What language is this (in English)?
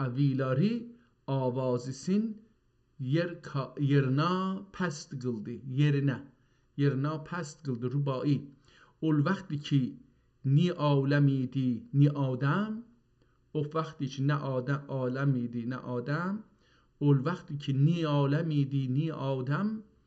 South Azerbaijani